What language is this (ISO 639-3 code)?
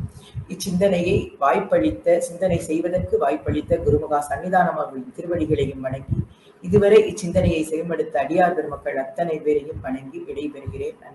tam